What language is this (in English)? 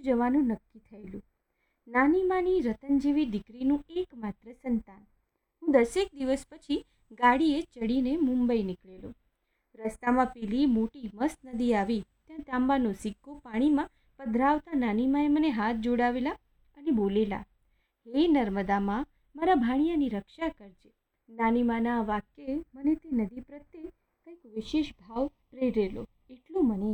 Gujarati